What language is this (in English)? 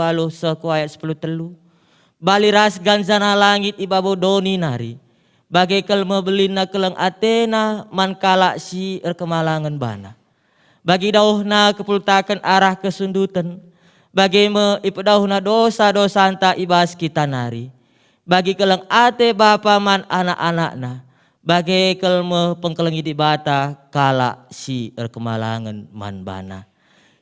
Batak Karo